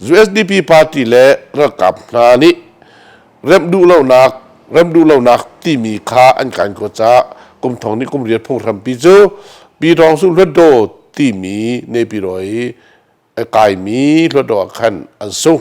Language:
Hakha Chin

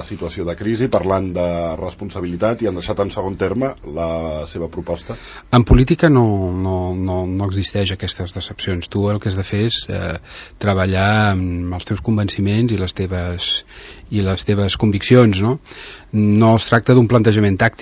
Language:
Catalan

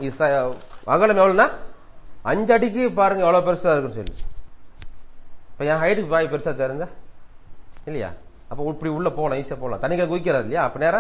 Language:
Tamil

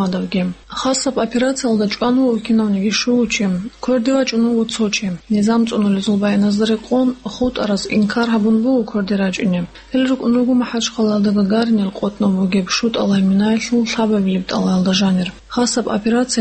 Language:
Avaric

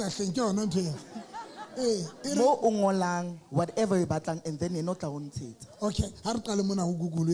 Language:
Southern Sotho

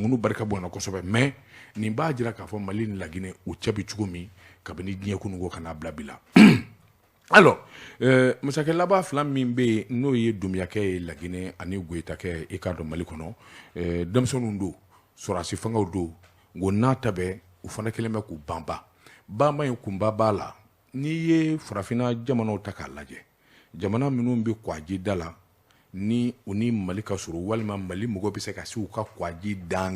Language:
Bambara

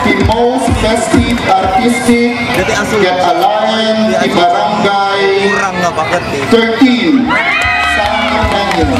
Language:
Iloko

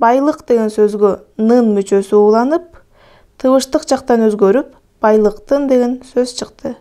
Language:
Kyrgyz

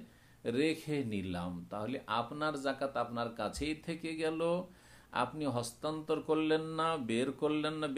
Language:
Bangla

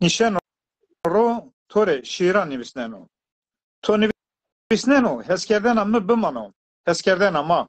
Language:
Zaza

